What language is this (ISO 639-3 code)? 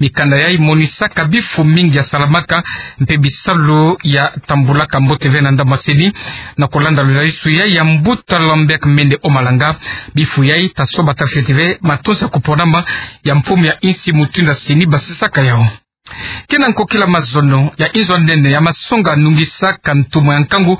ktu